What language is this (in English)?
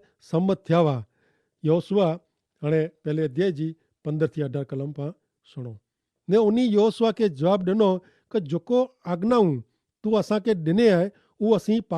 Kachhi